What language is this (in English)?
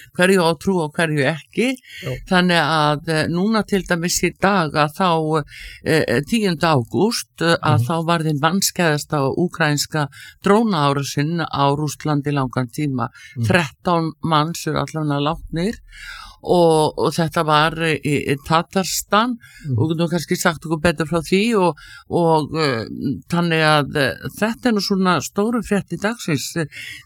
Icelandic